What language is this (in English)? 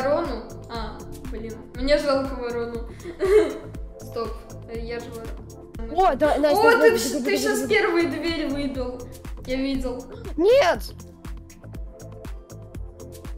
Russian